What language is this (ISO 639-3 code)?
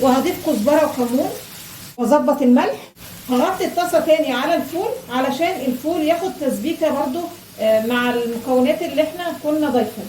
arz